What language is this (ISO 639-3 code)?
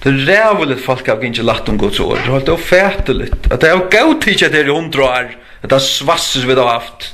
fao